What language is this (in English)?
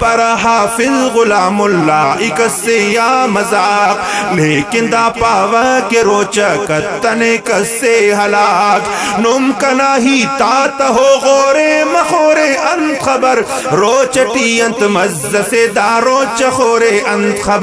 Brahui